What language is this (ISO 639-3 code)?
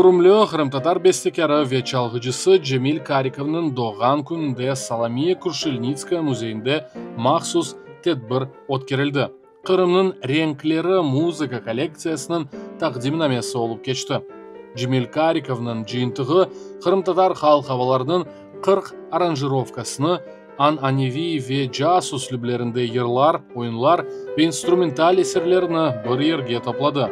crh